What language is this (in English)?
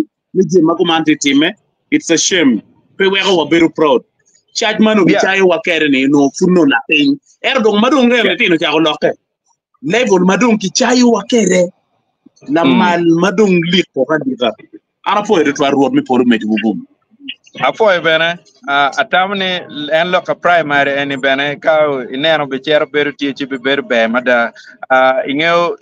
Acoli